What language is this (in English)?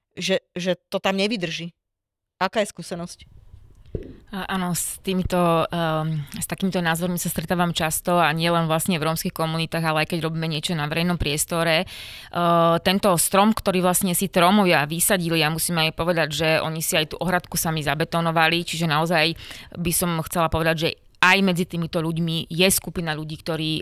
Slovak